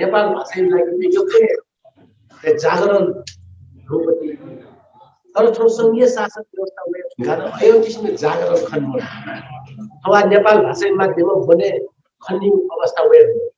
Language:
Newari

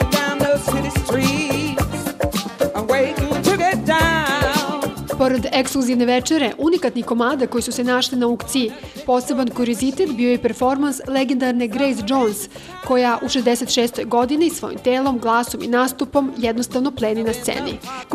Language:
Serbian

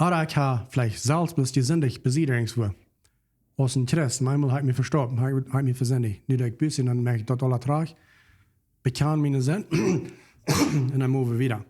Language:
Plautdietsch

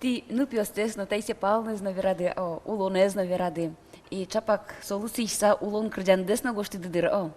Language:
Udmurt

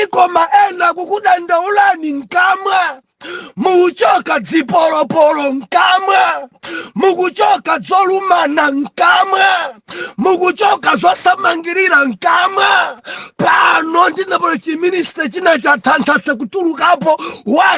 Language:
Nyanja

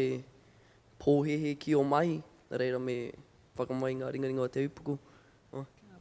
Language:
Māori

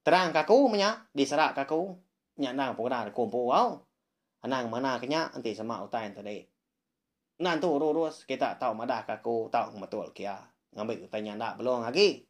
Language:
Iban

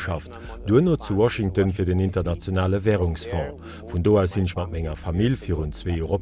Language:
Luxembourgish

